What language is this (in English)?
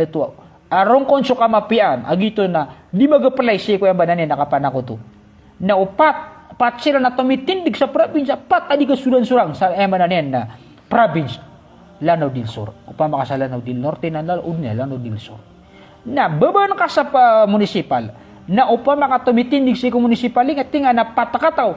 Maranao